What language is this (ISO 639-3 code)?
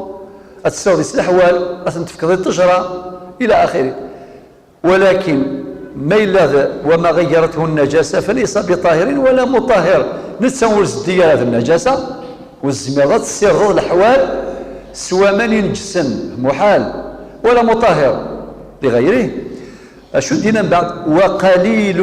kab